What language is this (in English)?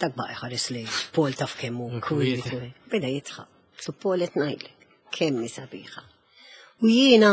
Maltese